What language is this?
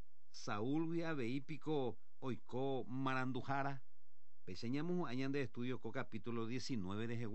Guarani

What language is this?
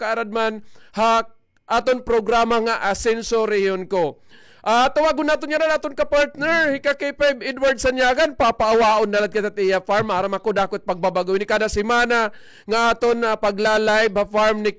Waray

